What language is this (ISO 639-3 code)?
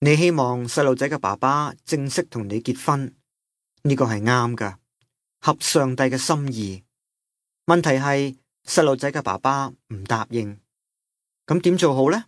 yue